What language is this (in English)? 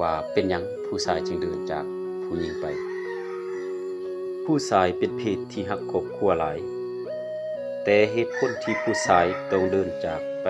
Lao